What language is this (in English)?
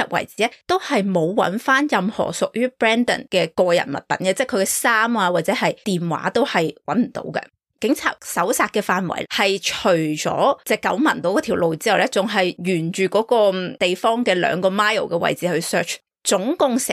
Cantonese